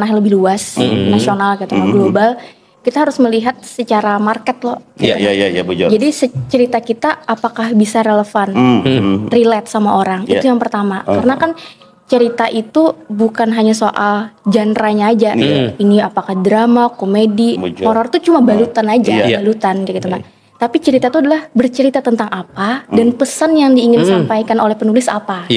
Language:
Banjar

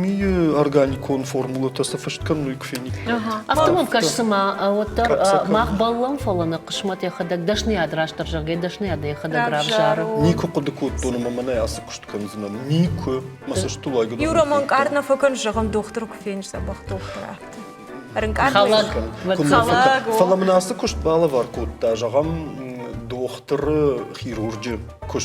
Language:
Ossetic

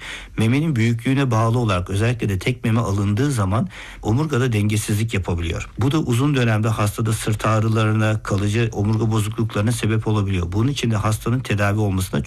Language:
Turkish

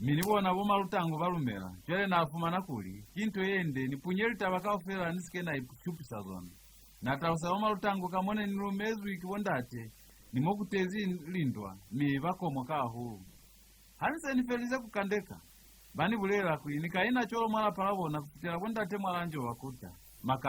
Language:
Lozi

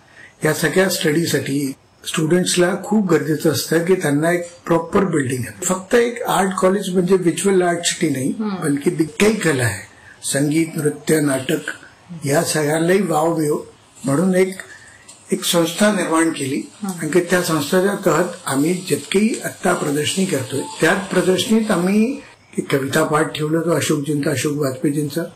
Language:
Marathi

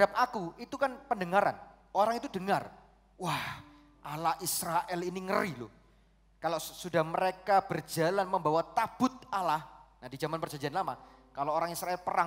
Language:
Indonesian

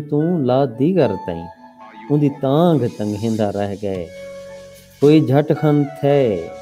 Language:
Saraiki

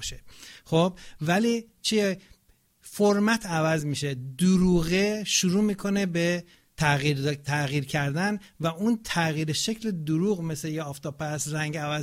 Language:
Persian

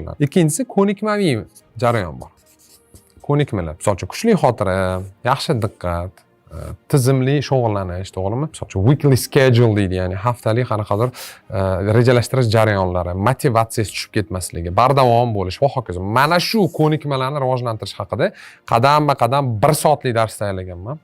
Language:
Uzbek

